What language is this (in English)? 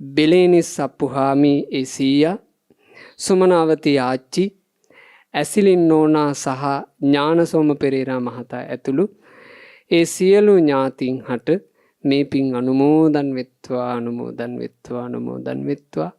Sinhala